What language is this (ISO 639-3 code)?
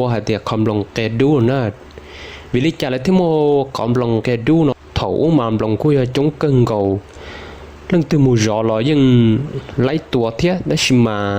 hmn